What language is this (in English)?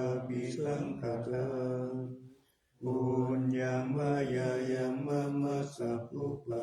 Pali